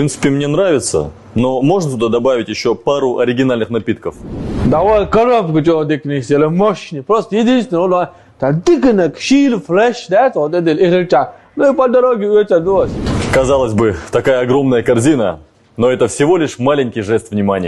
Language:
Chechen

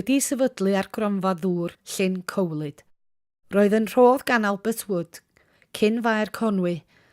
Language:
Welsh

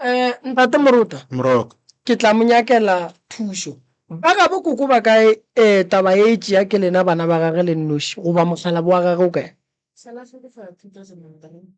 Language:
Northern Sotho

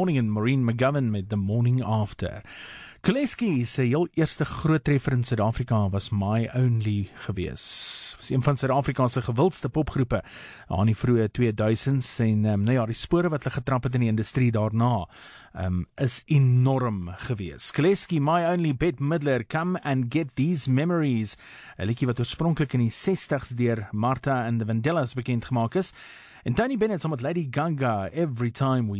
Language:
Afrikaans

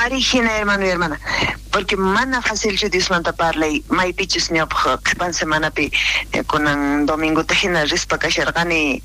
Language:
South Bolivian Quechua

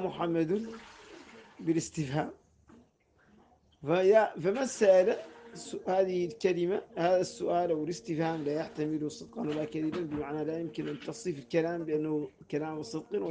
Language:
Arabic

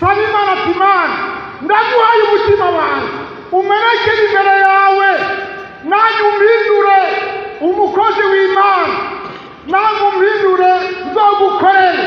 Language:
Rundi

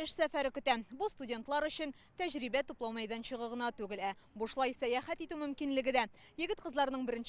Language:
Tatar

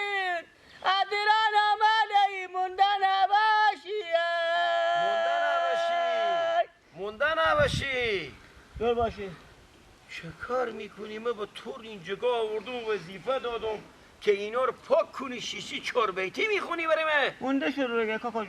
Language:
Persian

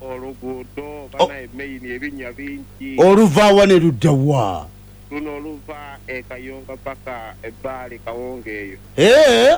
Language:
Ganda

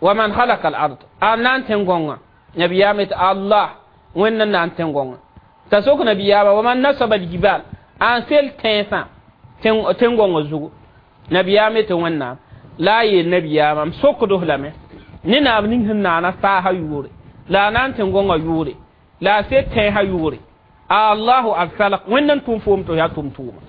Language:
Mossi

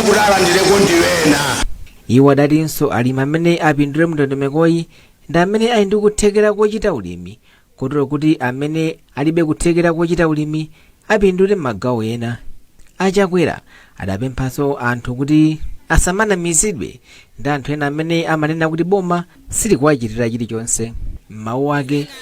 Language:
Nyanja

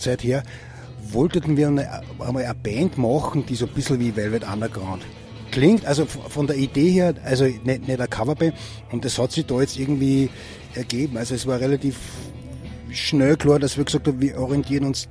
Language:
German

